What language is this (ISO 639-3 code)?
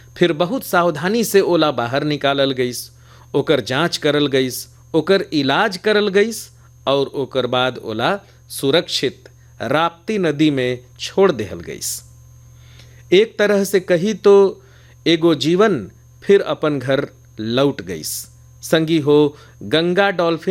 bho